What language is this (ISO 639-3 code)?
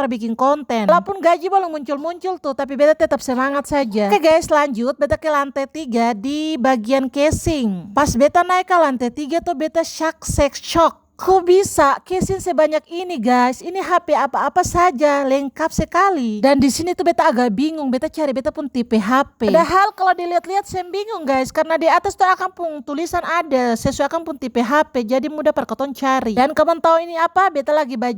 abs